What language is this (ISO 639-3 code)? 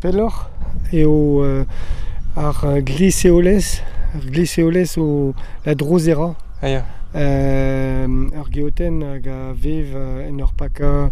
bre